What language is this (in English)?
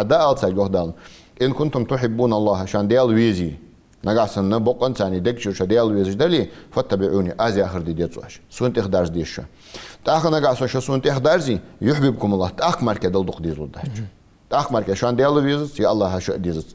Ingush